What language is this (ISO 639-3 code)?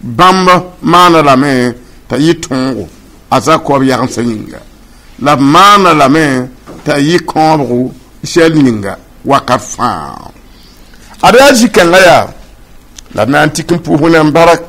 mos